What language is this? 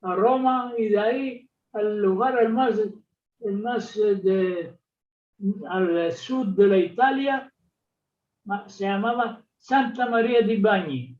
Ladino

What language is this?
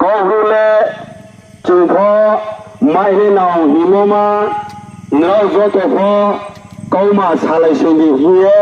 Riang (India)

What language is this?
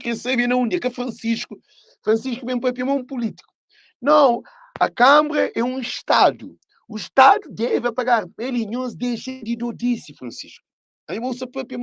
Kabuverdianu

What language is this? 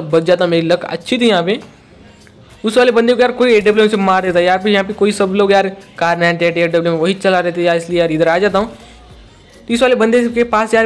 Hindi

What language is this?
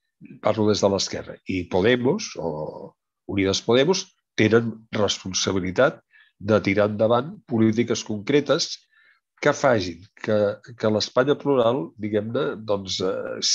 Catalan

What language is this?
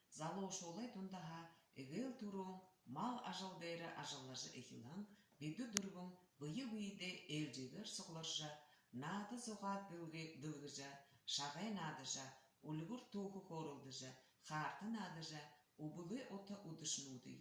Buriat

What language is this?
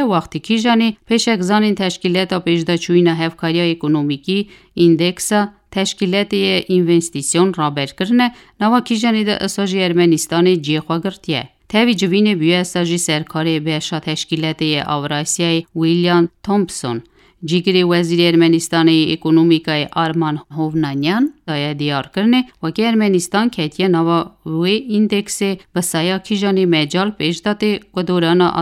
Kurdish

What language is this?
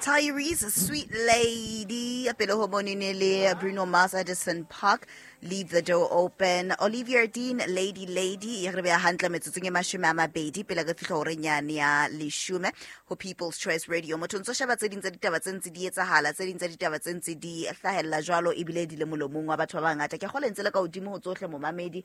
Southern Sotho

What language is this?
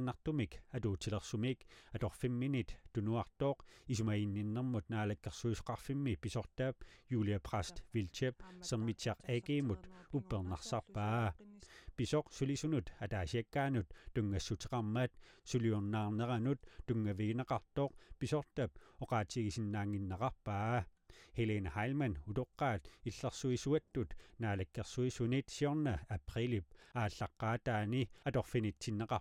Kalaallisut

